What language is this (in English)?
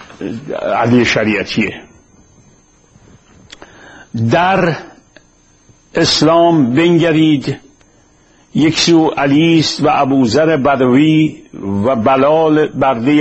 Persian